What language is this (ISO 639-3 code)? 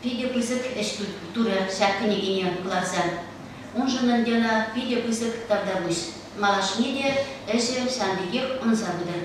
chv